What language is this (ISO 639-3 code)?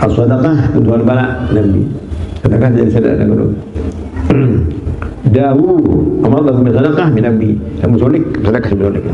sas